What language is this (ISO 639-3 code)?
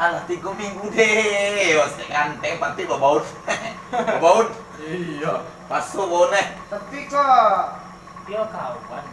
min